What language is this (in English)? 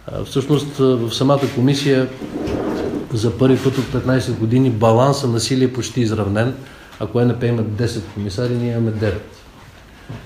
Bulgarian